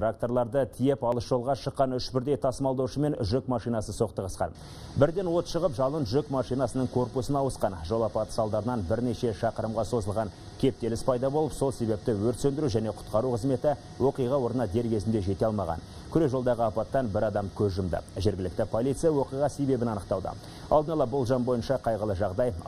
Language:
Kazakh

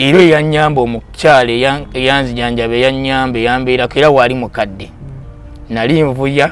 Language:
Ganda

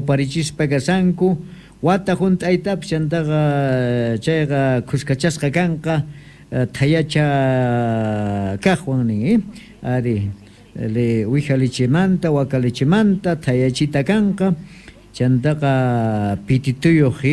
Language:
South Bolivian Quechua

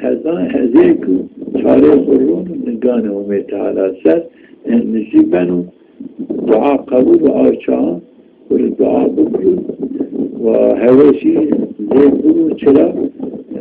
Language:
Zaza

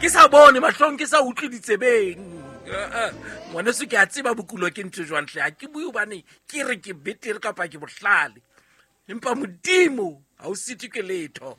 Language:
Southern Sotho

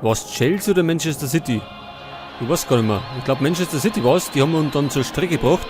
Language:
Bavarian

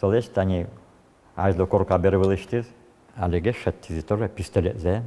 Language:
Udmurt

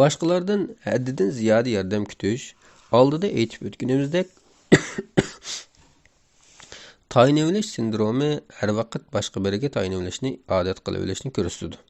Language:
Uyghur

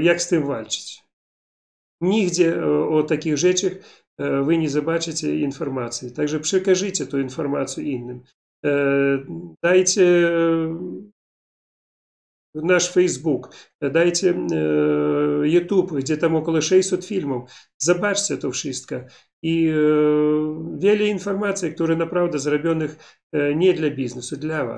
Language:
Polish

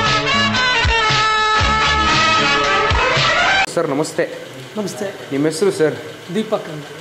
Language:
Kannada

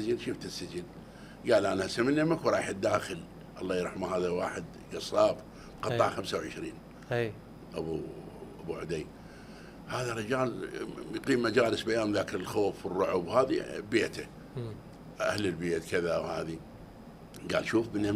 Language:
Mesopotamian Arabic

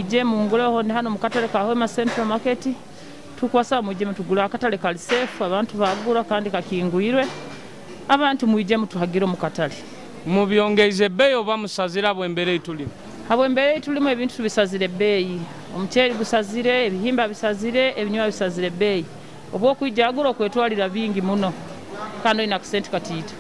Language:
Nyoro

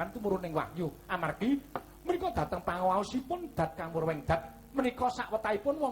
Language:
Javanese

